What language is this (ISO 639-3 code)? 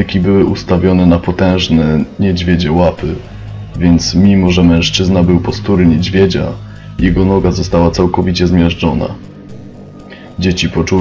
pol